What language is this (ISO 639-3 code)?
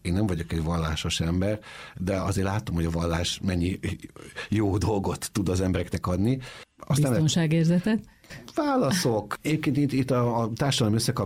hun